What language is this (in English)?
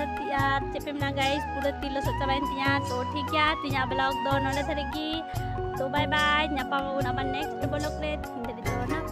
Santali